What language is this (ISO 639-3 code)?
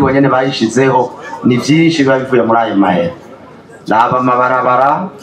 run